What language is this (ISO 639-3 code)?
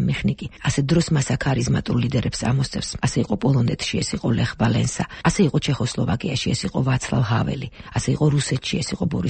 kat